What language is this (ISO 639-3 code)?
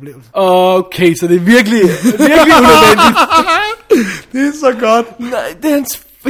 dan